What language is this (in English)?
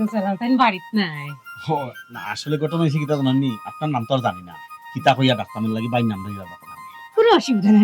Sylheti